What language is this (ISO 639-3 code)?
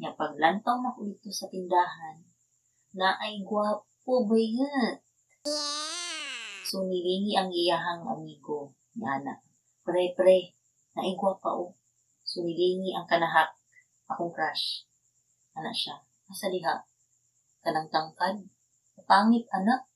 ceb